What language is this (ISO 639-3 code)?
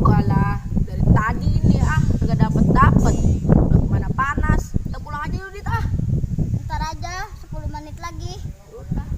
bew